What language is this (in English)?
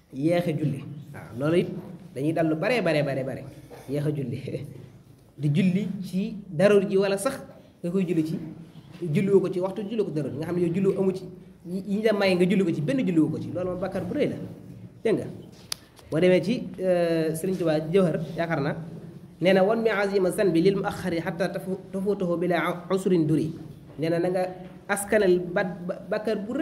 Wolof